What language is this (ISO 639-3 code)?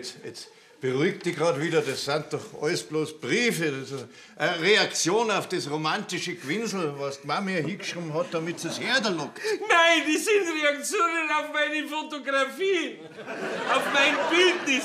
bar